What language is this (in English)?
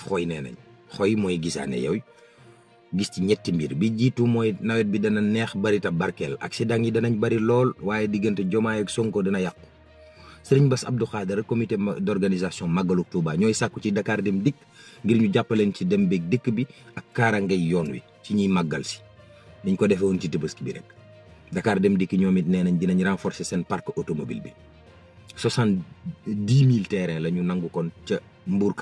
Wolof